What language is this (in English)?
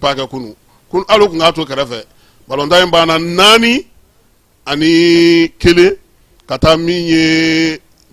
Bambara